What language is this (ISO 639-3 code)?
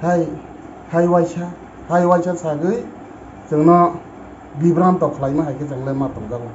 trp